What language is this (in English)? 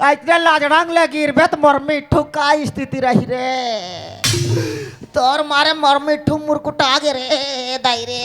Chhattisgarhi